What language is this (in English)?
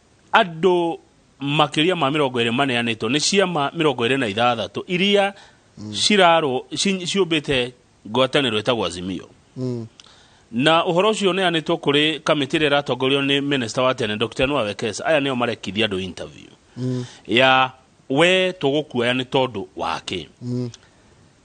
Kikuyu